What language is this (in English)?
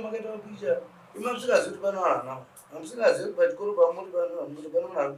Shona